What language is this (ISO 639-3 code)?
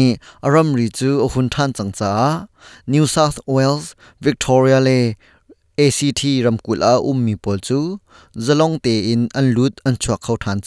cnh